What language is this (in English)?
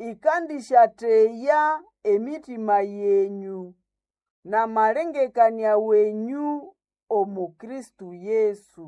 Nande